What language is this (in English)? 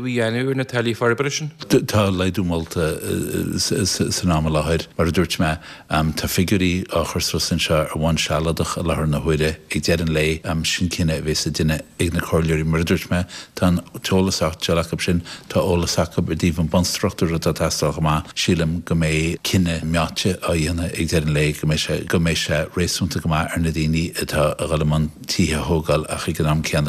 Irish